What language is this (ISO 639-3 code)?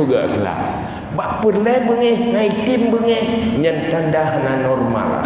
ace